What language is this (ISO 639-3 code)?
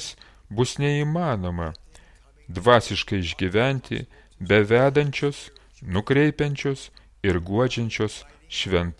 lit